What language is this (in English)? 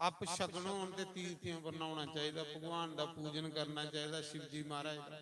Dogri